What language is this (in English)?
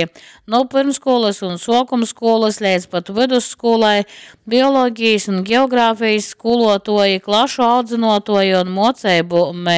Latgalian